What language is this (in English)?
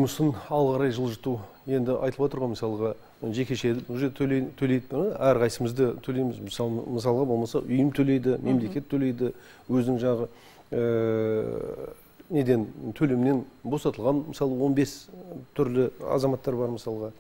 Kazakh